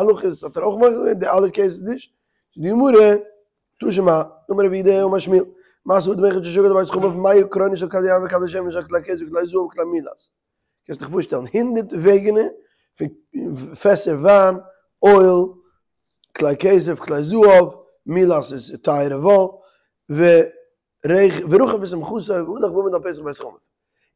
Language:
Yiddish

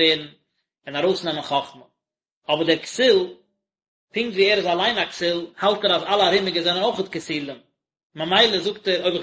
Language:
Yiddish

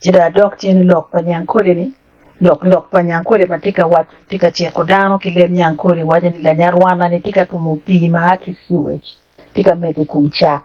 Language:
Acoli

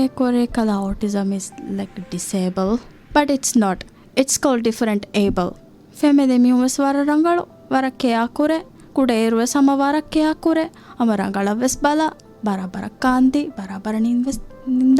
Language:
Divehi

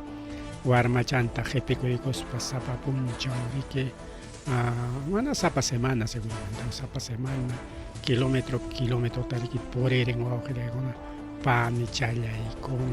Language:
Ayacucho Quechua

